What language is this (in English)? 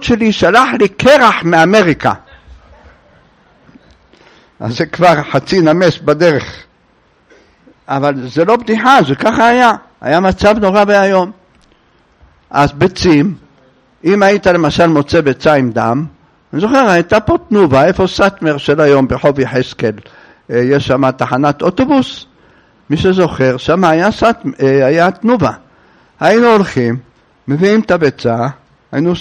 Hebrew